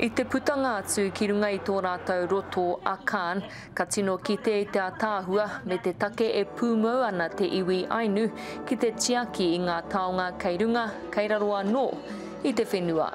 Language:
Māori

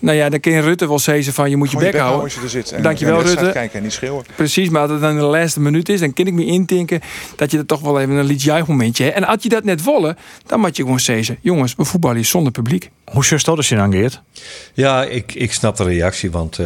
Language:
Western Frisian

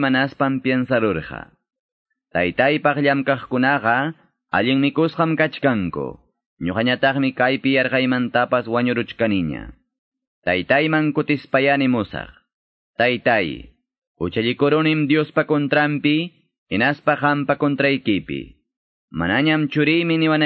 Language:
Ayacucho Quechua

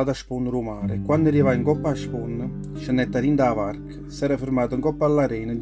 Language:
Neapolitan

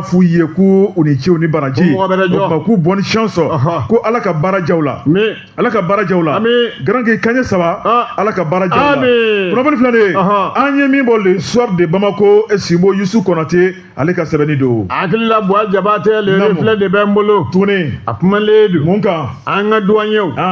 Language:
Bambara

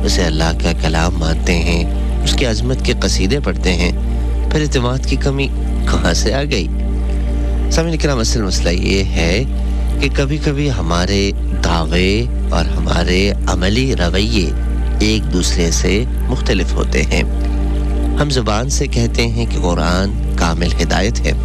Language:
Urdu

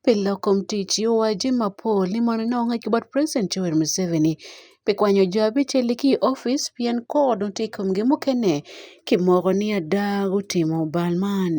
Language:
Acoli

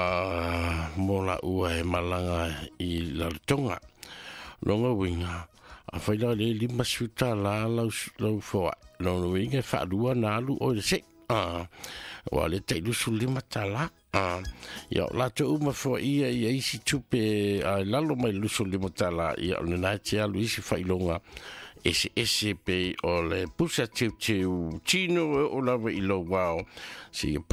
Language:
Samoan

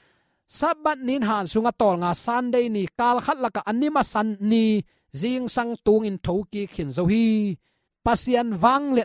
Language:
Tedim Chin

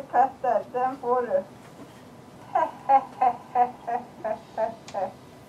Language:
Swedish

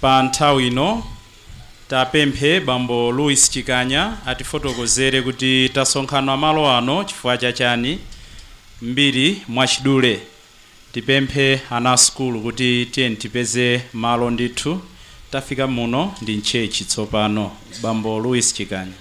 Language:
Nyanja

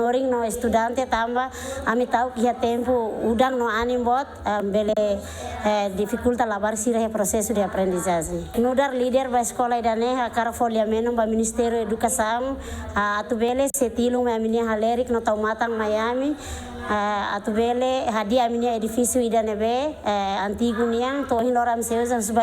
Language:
Tetum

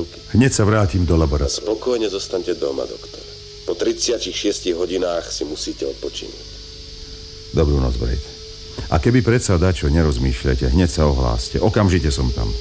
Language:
Slovak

